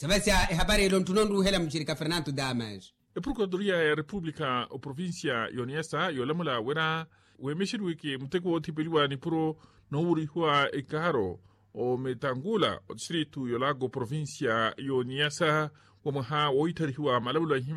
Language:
Makhuwa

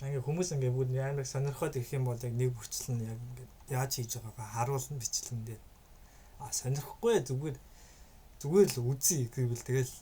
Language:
Mongolian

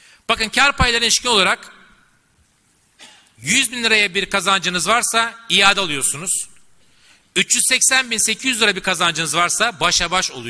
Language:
Turkish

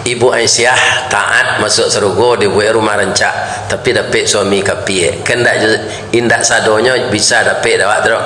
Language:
Minangkabau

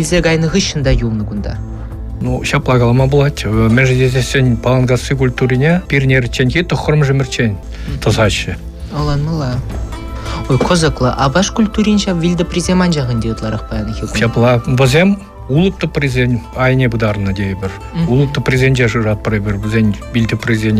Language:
Chuvash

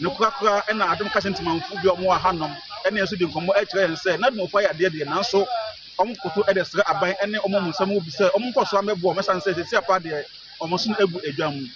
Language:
Akan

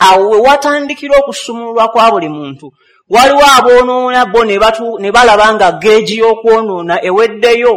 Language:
Ganda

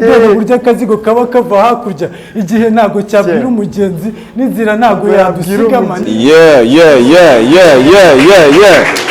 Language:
Kinyarwanda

